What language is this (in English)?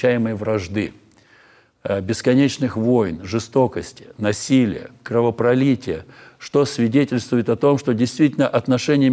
Russian